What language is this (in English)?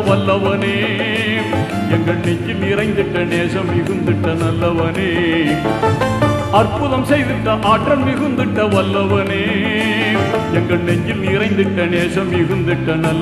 Tamil